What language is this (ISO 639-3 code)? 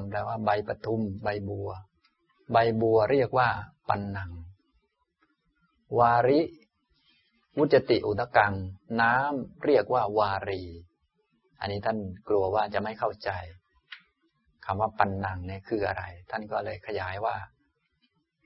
tha